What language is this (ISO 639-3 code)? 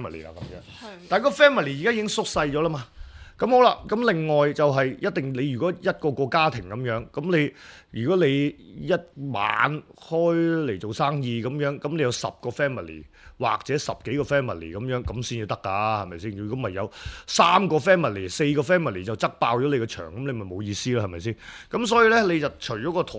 yue